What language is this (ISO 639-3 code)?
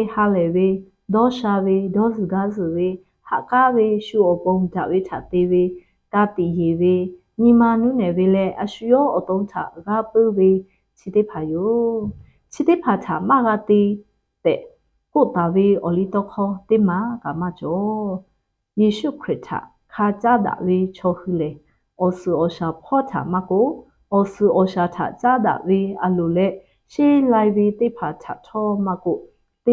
lhu